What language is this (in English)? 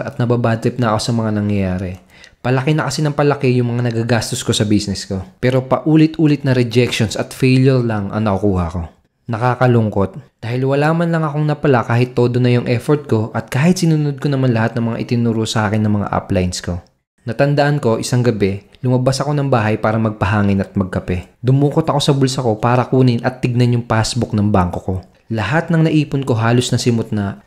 Filipino